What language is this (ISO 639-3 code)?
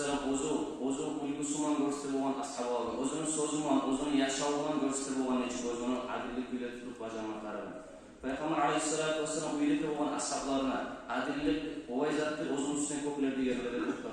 kum